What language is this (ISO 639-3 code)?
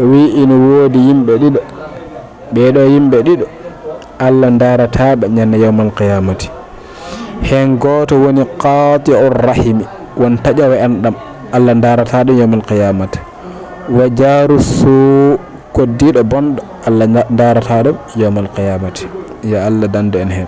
ful